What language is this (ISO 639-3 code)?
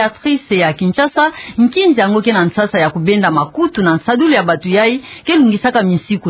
ktu